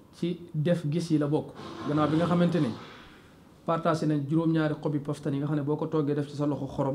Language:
Wolof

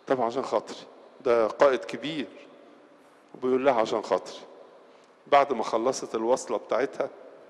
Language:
Egyptian Arabic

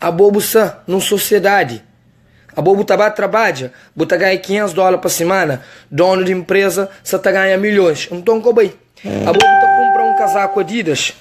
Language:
Kabuverdianu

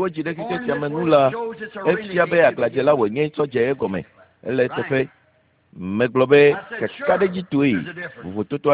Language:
Ewe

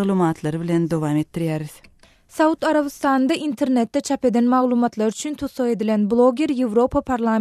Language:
Turkmen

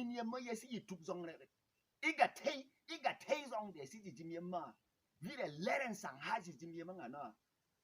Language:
Berom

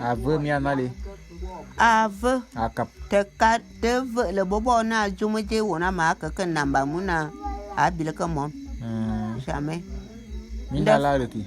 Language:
Bulu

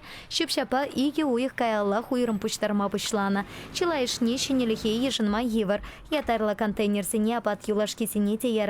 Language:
Chuvash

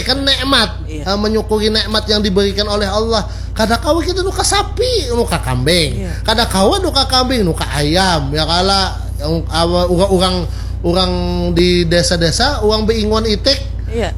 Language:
Banjar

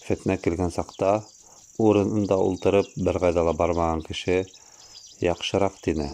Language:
Bashkir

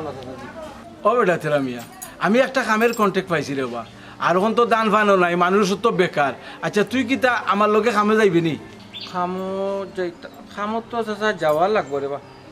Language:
Sylheti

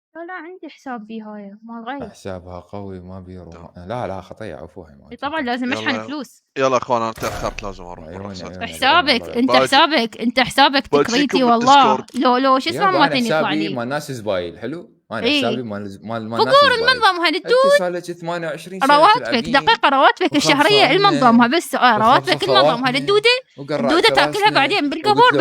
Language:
Mesopotamian Arabic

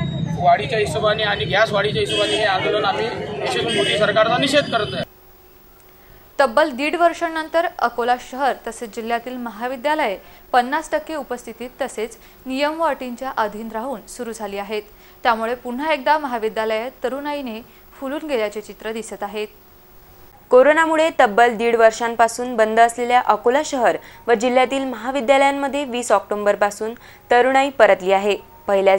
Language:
Marathi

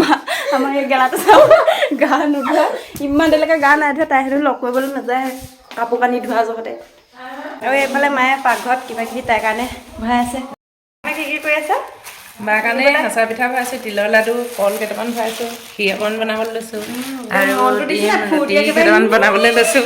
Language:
Assamese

